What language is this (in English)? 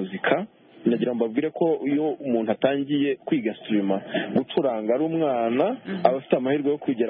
Kinyarwanda